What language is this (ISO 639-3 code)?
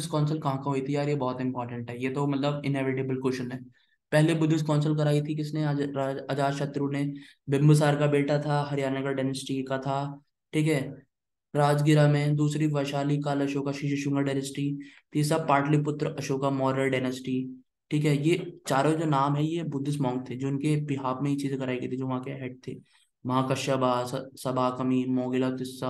hin